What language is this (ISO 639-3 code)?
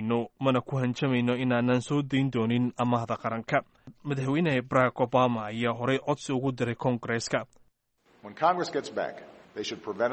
som